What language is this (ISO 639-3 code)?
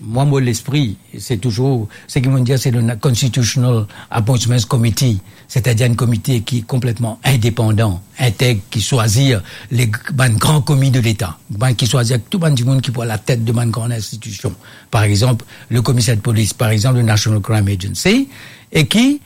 mfe